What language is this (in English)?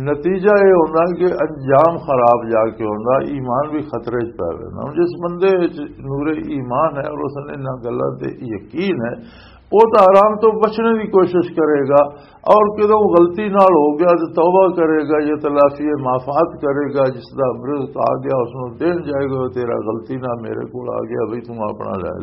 Western Panjabi